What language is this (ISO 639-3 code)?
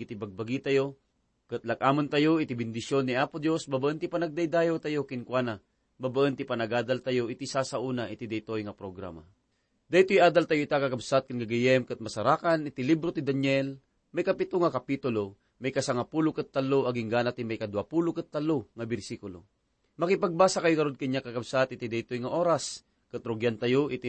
ilo